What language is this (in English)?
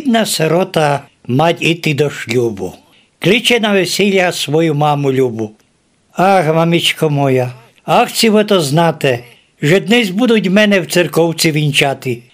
Rusyn